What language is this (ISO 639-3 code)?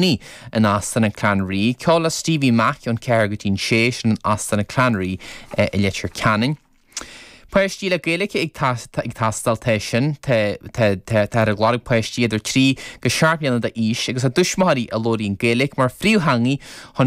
gle